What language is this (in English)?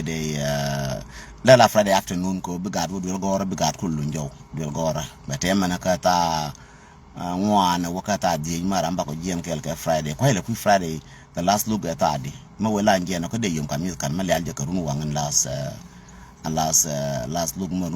Nuer